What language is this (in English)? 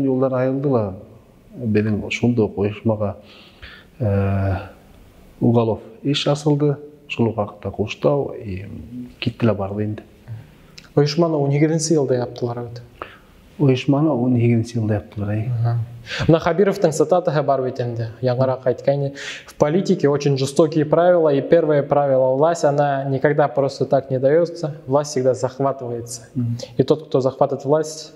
Bashkir